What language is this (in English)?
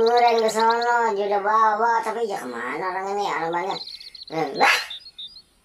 Betawi